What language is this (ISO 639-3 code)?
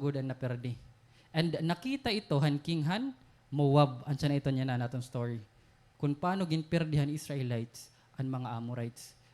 war